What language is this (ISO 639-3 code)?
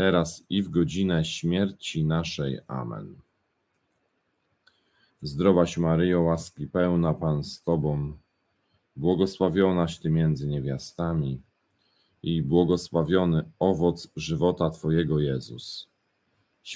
pol